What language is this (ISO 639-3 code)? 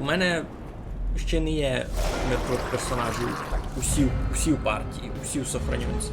rue